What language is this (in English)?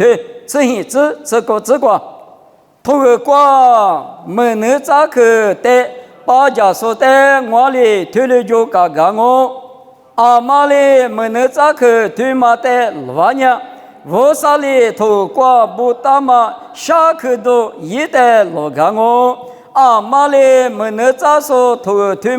Lisu